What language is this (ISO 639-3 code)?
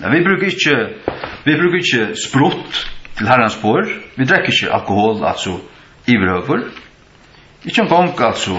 fao